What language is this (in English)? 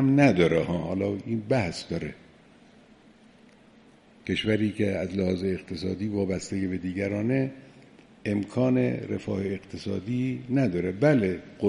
Persian